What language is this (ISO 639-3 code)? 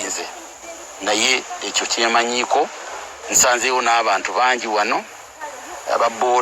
lug